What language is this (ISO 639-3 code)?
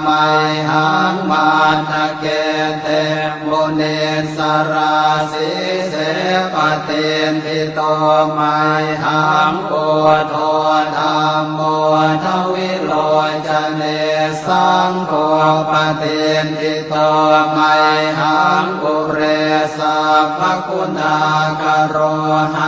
pli